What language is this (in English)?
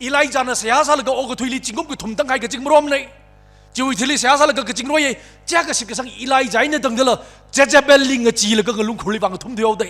Tangkhul Naga (India)